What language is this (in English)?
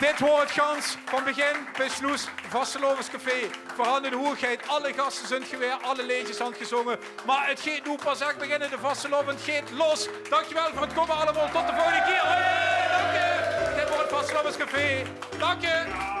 Limburgish